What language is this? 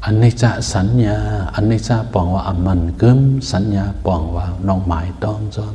Shan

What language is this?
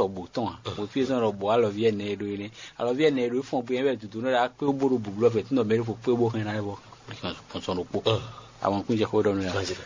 Fon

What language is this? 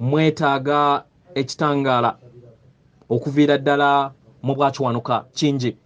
Ganda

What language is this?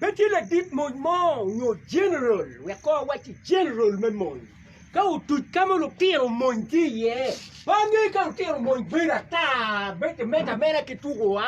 Acoli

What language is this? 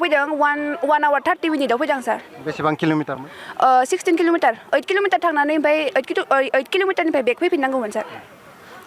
Bodo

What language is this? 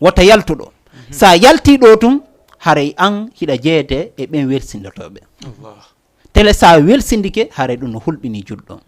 Fula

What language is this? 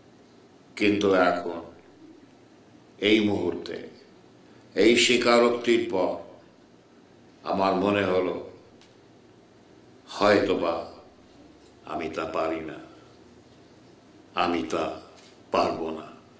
Bangla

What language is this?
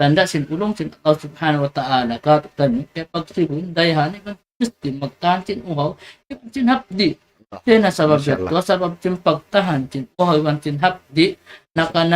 Tausug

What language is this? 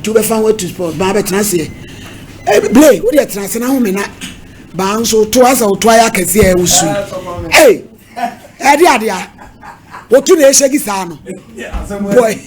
Akan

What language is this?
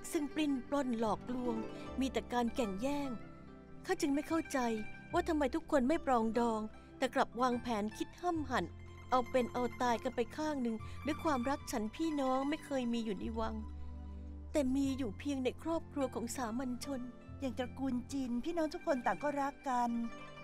Thai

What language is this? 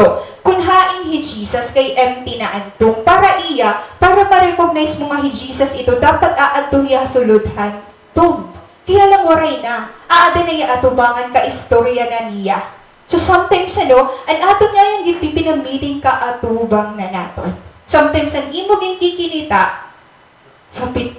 Waray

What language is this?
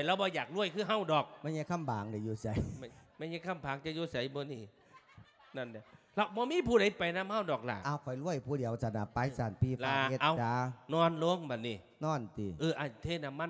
Lao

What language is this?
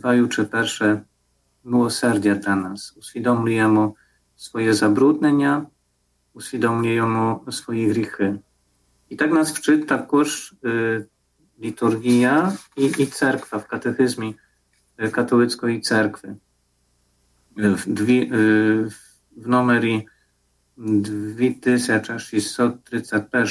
Ukrainian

